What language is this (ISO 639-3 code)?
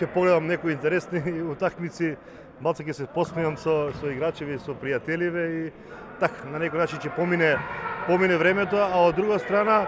mkd